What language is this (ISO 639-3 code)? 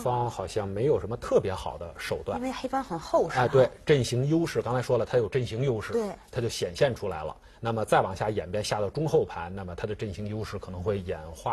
zho